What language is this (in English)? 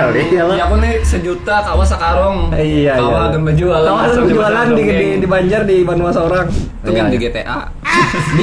Banjar